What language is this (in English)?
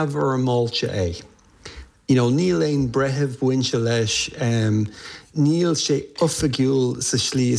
Irish